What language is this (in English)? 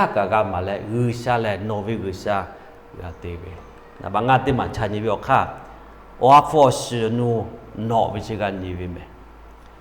Lahu